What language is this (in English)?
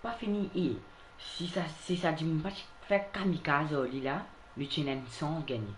Morisyen